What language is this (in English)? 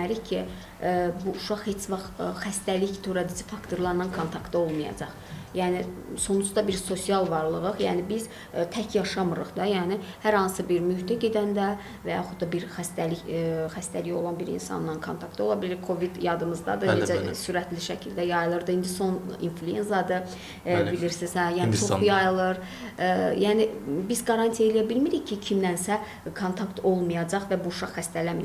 Azerbaijani